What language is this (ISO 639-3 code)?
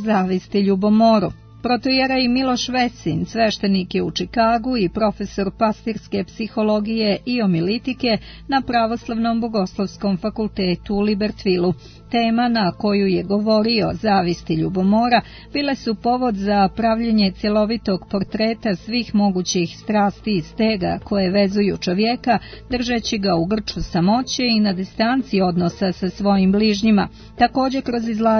srp